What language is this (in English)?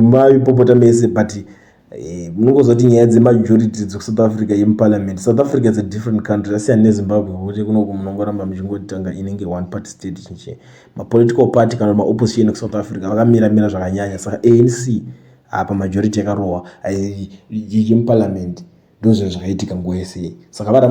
Shona